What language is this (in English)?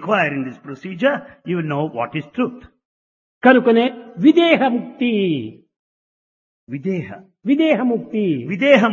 Telugu